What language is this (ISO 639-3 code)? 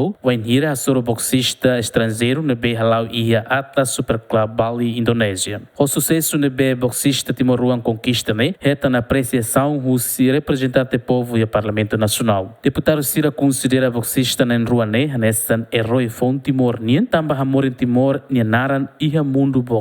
tet